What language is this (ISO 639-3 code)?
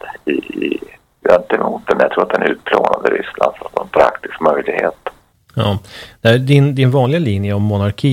swe